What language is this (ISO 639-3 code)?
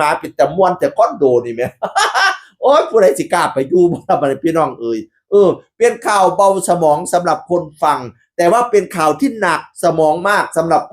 tts